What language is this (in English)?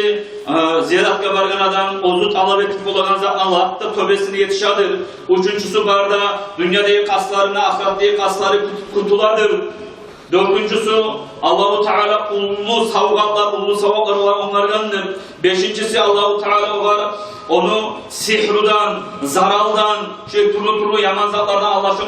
Kumyk